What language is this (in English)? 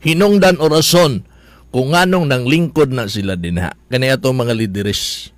Cebuano